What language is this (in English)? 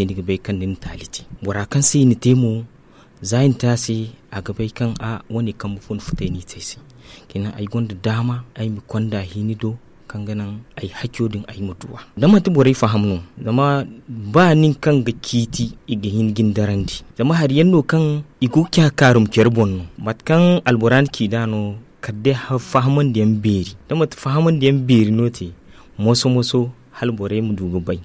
Zarma